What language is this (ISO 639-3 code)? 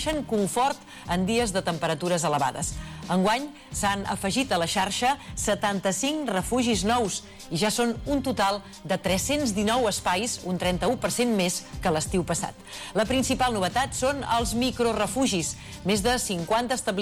cat